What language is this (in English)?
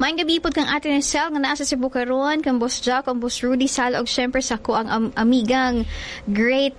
Cebuano